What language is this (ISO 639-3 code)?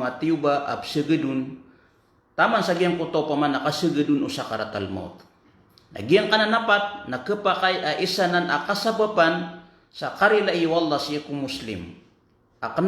mrw